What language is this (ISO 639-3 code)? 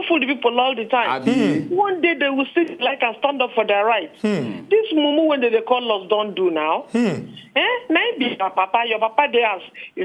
pcm